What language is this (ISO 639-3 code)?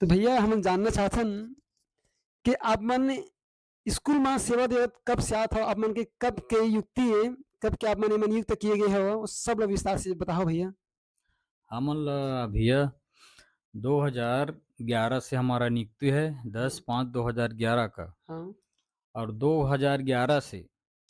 hne